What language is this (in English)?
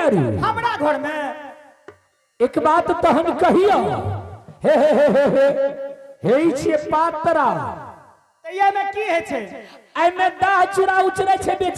Angika